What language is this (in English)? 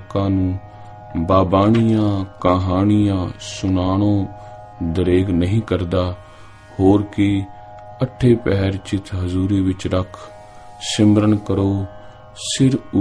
Punjabi